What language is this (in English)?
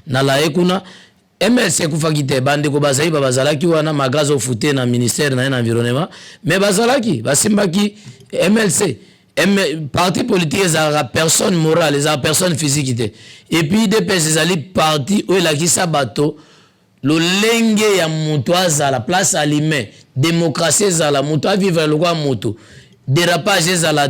Lingala